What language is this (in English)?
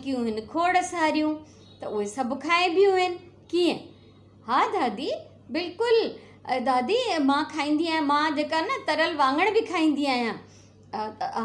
Sindhi